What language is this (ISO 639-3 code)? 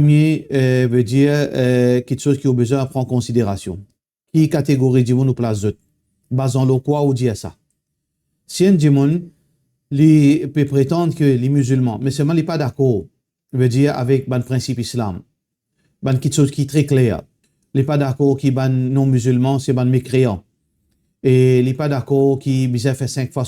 mfe